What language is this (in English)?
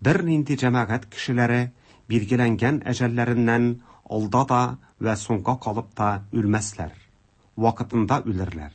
Tatar